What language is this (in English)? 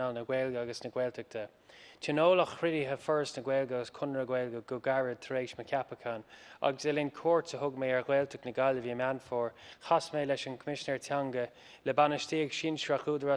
Irish